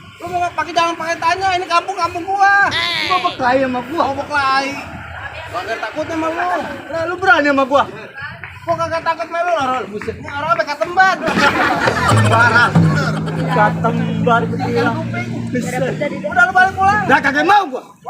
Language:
Betawi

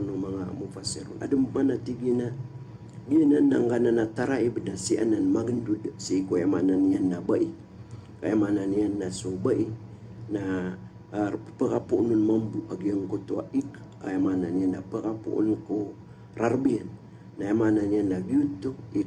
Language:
Maranao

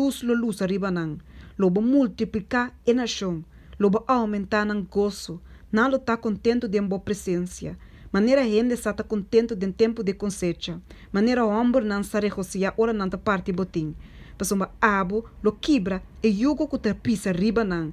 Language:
Papiamento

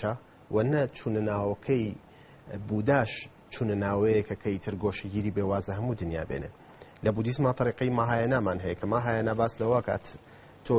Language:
Central Kurdish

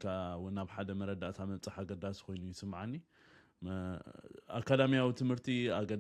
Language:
Tigrinya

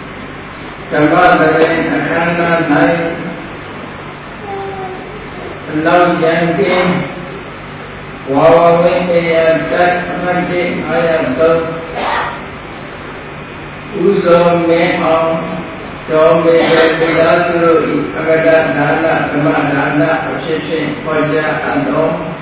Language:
Burmese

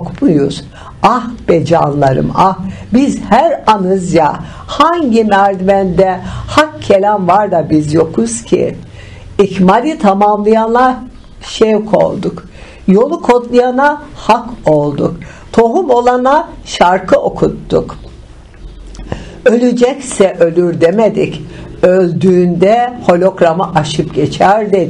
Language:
Turkish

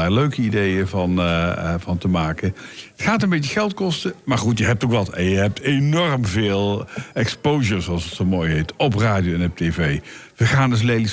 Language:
Dutch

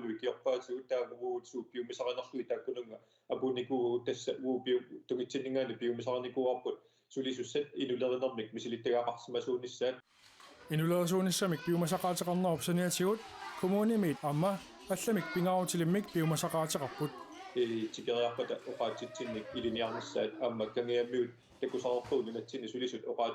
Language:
Kalaallisut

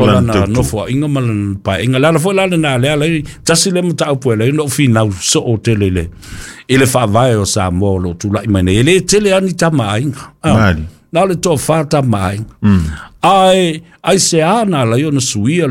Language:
Samoan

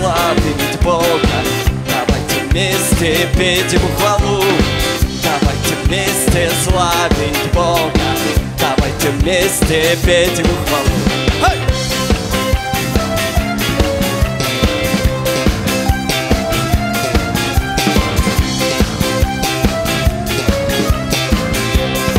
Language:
Russian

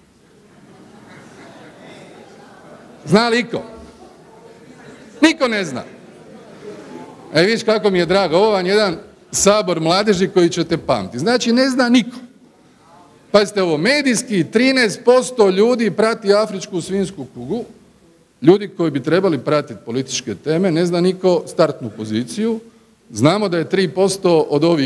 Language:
Croatian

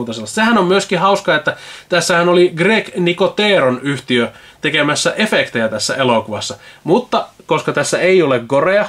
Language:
Finnish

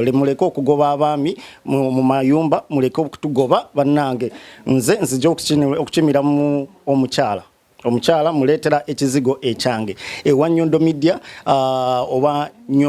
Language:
Ganda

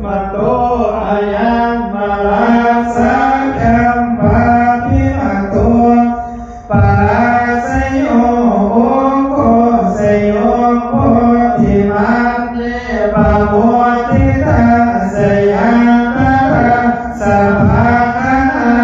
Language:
Pali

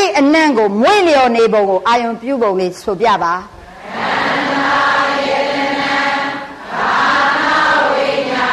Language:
Burmese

